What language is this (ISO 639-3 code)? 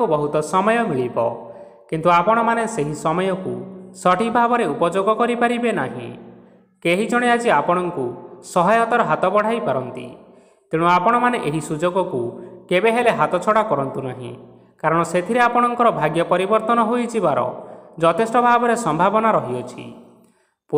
ori